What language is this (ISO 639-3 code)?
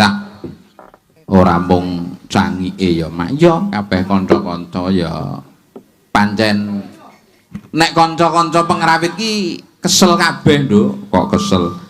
jav